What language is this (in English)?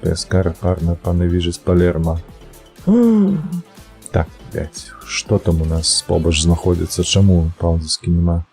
Belarusian